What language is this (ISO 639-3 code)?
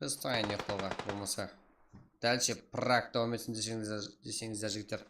kaa